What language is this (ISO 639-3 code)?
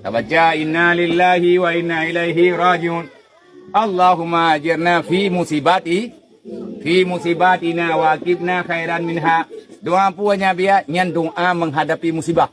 ace